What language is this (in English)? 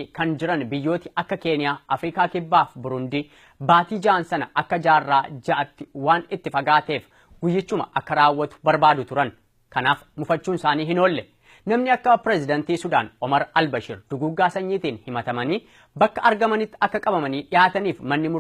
Oromo